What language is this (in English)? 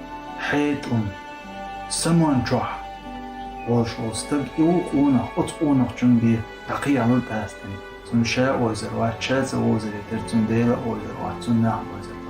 Chechen